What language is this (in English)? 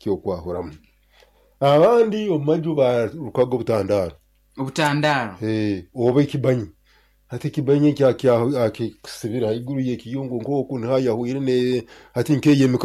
Nyoro